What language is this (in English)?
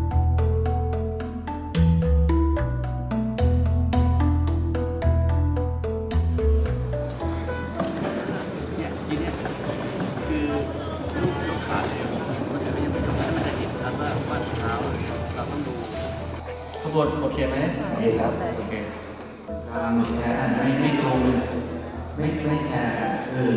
Thai